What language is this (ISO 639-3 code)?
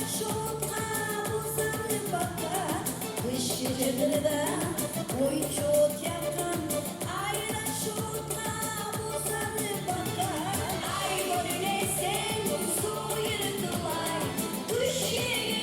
kum